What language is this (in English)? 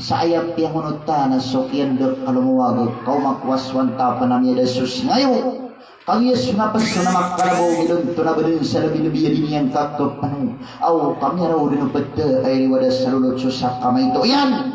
Maranao